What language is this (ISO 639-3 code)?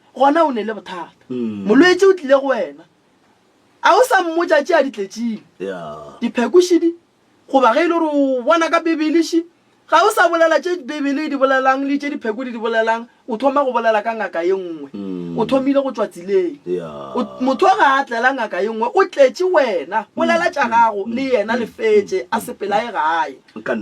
nso